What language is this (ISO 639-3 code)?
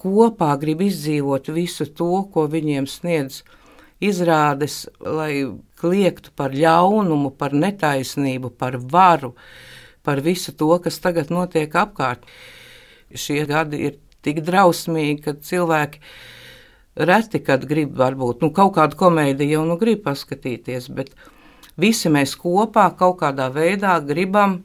lav